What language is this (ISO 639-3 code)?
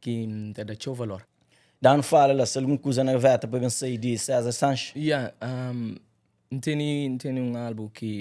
kea